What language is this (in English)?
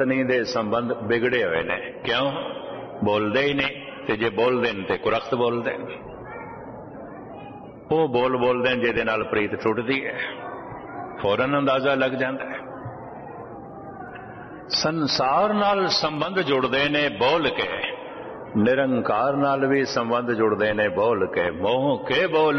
Punjabi